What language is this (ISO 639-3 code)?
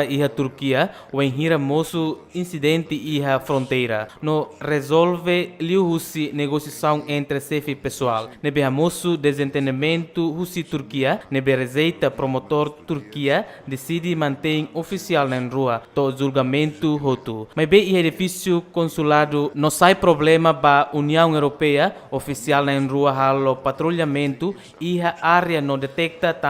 tet